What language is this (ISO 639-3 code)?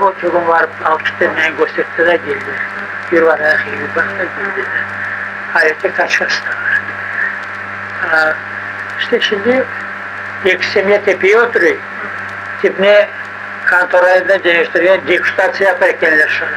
crh